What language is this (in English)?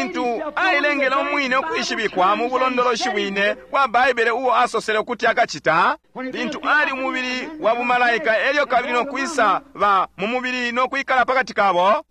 Bemba